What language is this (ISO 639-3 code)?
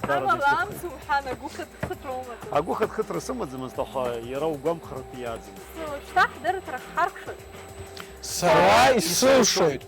abk